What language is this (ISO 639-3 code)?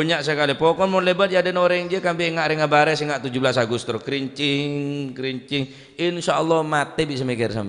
mad